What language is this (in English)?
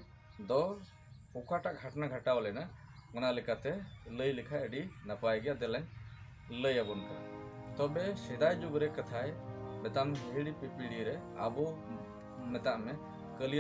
Santali